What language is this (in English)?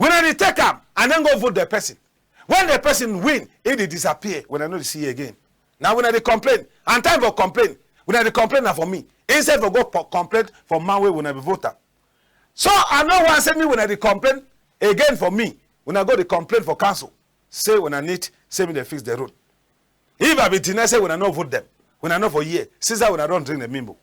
Cameroon Pidgin